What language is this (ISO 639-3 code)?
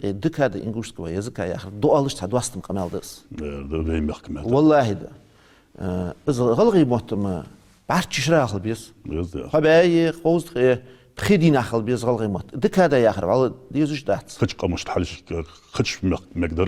inh